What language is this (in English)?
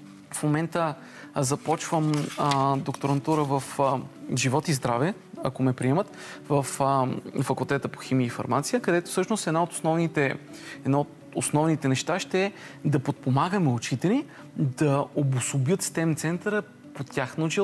Bulgarian